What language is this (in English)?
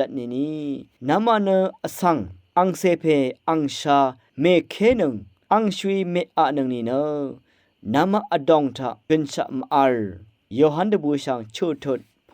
Rawang